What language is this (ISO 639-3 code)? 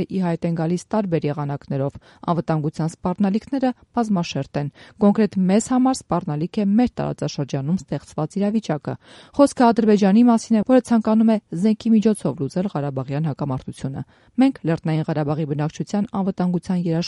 hye